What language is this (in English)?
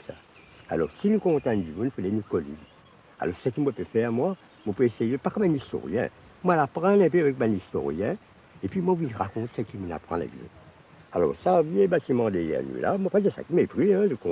Morisyen